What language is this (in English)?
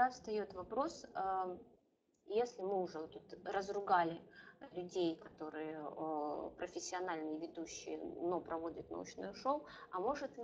Russian